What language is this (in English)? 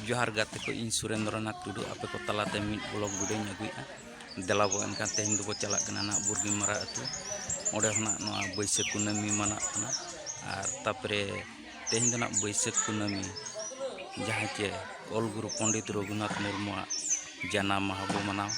Santali